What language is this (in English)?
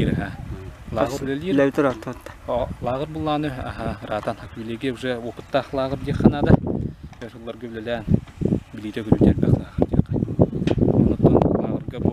Yakut